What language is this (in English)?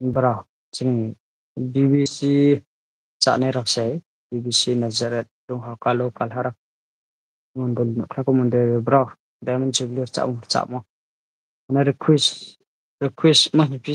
Riang (India)